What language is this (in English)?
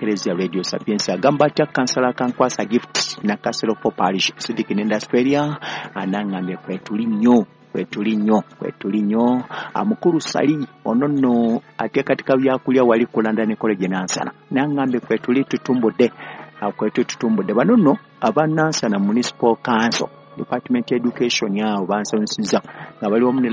Ganda